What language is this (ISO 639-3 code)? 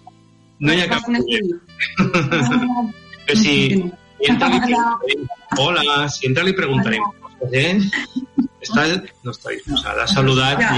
cat